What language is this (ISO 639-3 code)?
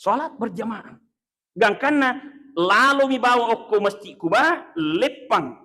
bug